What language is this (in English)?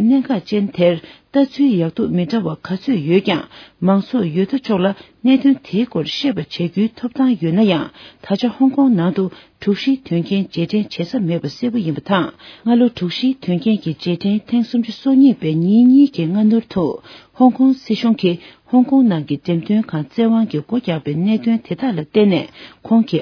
Tibetan